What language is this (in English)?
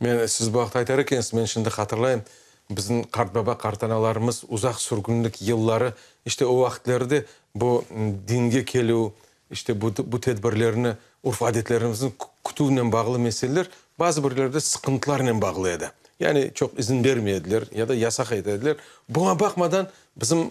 Crimean Tatar